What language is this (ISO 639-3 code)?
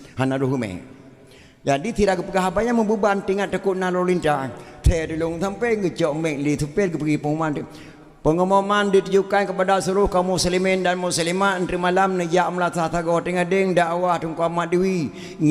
ace